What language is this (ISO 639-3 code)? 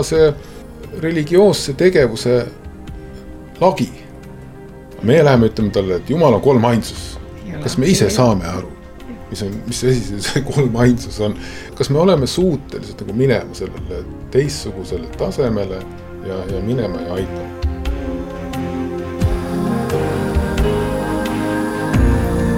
est